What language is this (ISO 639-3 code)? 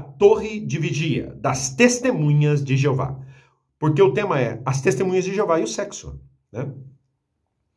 por